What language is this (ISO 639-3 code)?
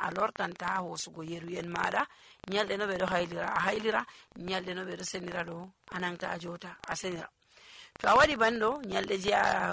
fuv